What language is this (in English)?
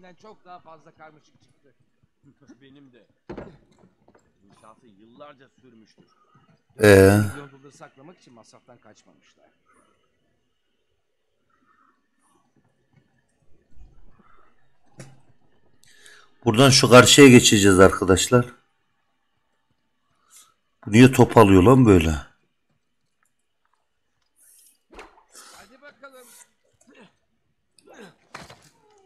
Turkish